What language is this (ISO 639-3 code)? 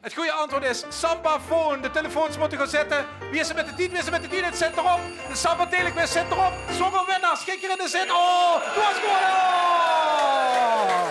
lim